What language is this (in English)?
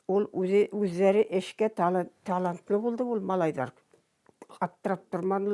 Bashkir